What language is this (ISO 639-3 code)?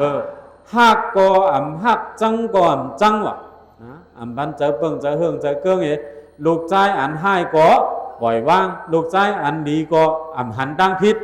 shn